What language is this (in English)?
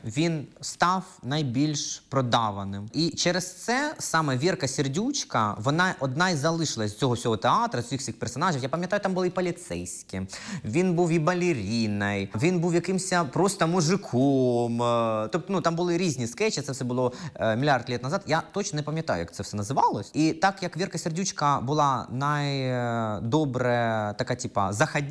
Ukrainian